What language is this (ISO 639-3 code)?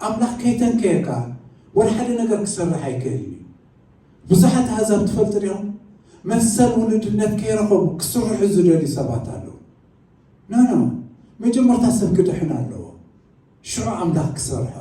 tir